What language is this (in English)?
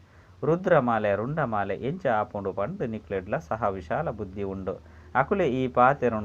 Tulu